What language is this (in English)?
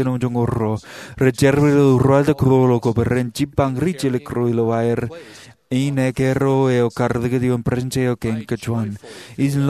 Marshallese